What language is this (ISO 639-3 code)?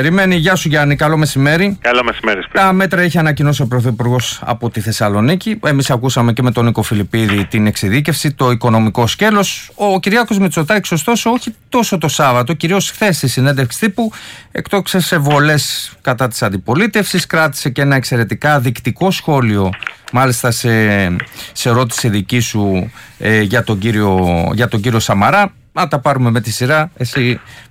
ell